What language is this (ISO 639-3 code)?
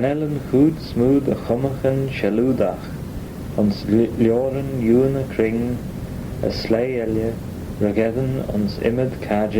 glv